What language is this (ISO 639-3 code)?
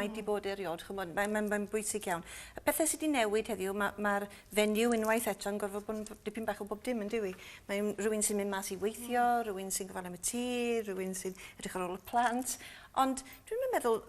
cym